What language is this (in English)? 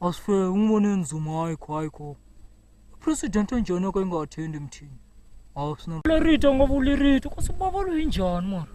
Tsonga